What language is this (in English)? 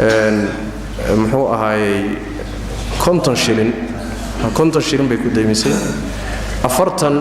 Somali